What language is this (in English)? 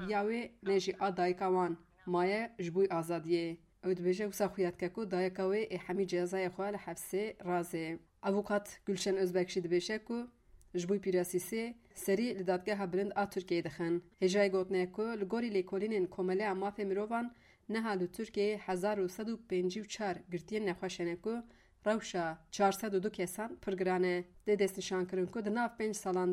Kurdish